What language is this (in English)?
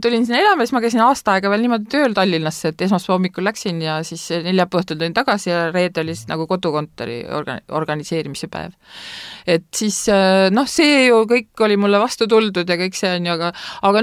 Estonian